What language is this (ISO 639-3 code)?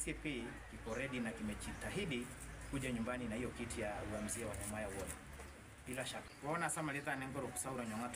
guz